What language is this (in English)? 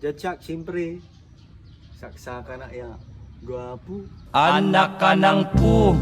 Pangasinan